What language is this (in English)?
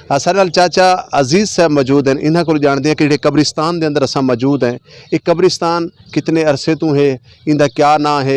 Western Panjabi